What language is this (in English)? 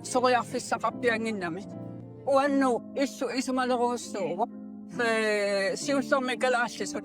Kalaallisut